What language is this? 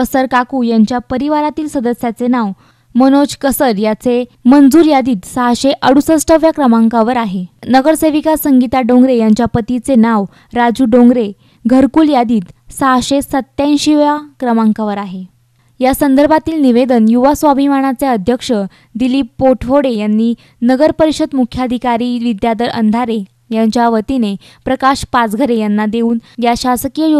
Marathi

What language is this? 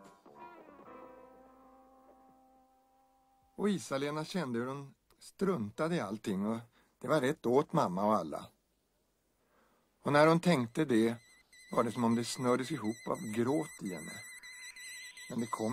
Swedish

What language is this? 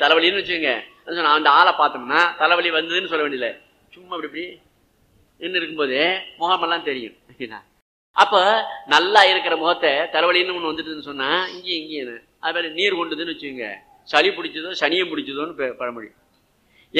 Tamil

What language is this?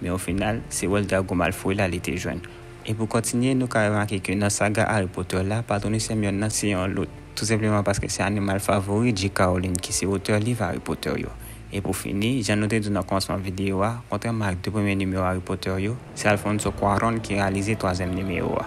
Haitian Creole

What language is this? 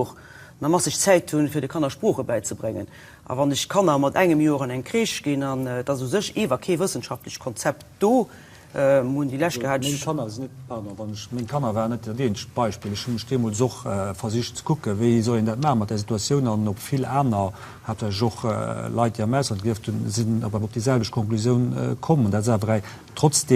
Luxembourgish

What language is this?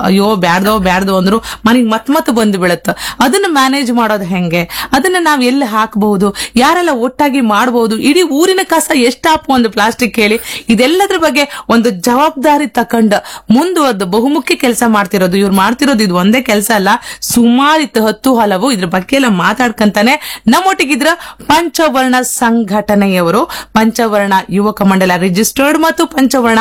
Kannada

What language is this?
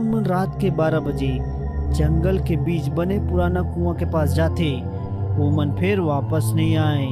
Chhattisgarhi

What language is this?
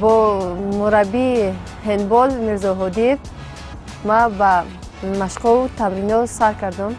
Tajik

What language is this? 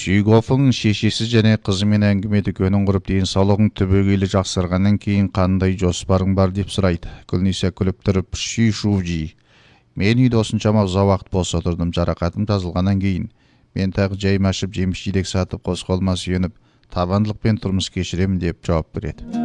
Kazakh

